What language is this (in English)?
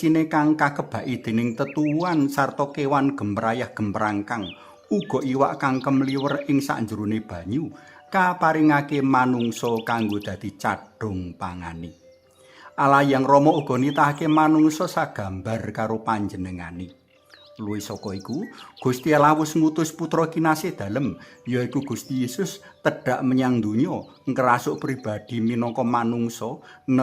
Javanese